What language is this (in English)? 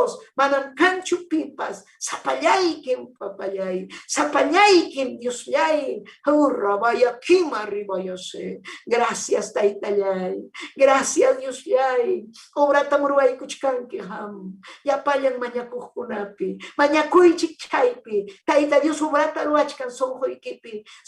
Ayacucho Quechua